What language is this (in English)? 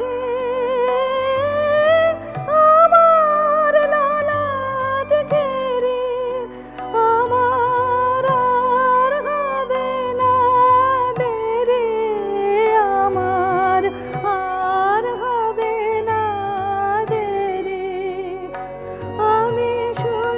Bangla